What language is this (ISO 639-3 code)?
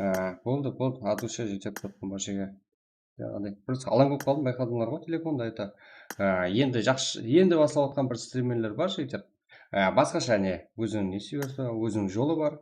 kaa